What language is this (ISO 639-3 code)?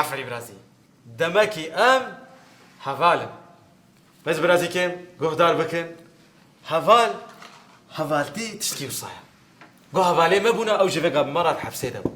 kur